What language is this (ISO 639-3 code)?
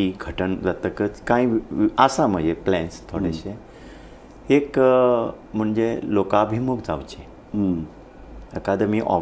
kok